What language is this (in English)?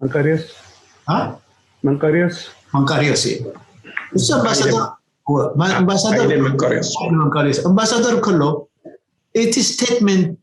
Tigrinya